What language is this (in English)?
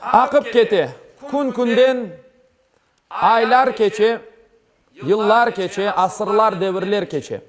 Crimean Tatar